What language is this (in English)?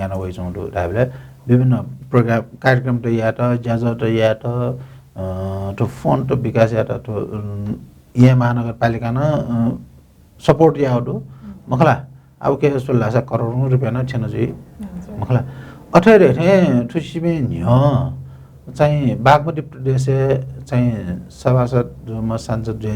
Newari